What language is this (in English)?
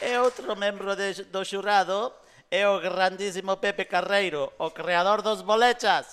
Galician